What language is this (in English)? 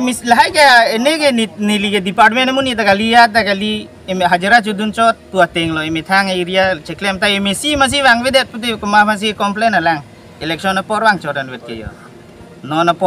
Karbi